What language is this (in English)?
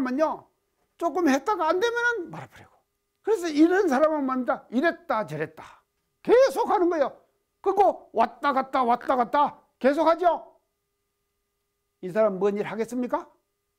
Korean